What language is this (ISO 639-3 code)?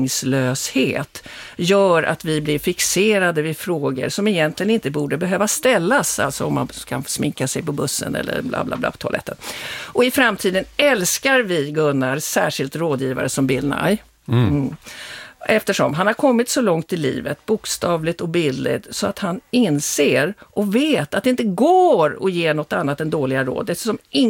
swe